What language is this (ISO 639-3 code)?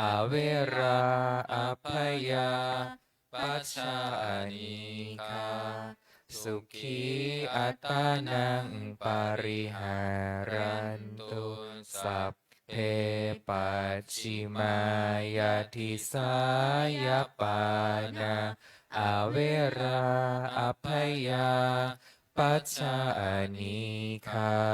pli